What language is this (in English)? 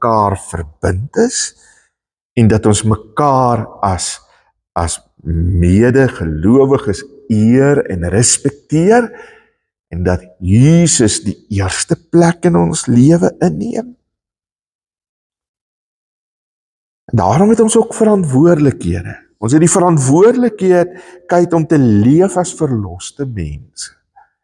Afrikaans